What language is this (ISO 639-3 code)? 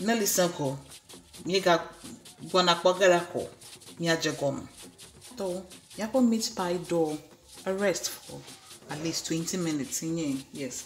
ewe